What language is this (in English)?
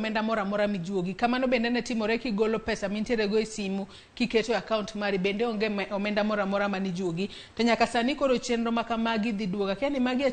Luo (Kenya and Tanzania)